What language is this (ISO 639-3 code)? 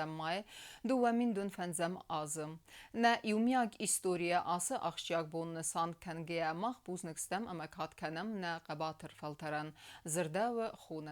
oss